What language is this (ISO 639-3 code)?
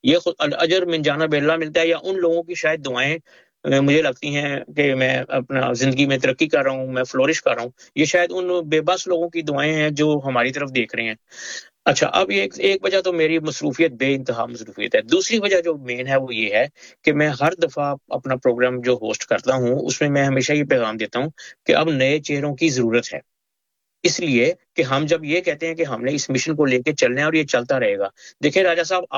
urd